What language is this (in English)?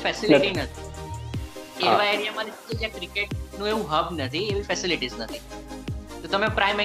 Gujarati